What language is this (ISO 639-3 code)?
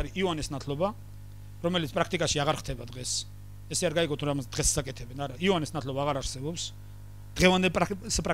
kat